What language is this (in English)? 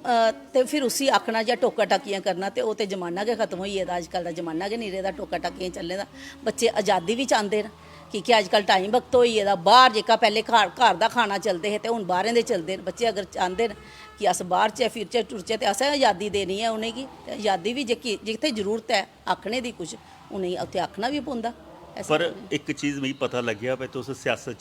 Dogri